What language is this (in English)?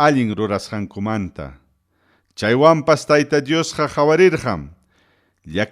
Ayacucho Quechua